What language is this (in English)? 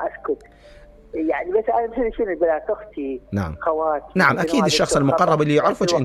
Mesopotamian Arabic